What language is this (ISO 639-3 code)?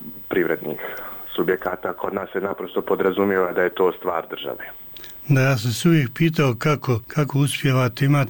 hrv